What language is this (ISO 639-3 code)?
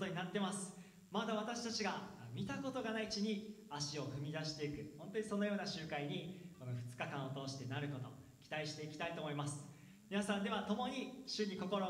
jpn